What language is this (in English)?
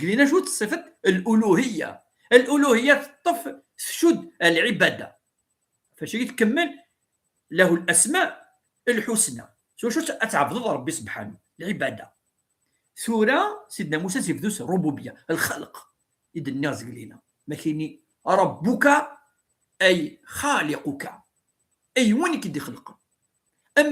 Kabyle